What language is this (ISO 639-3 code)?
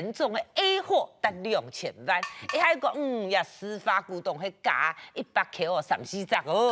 hak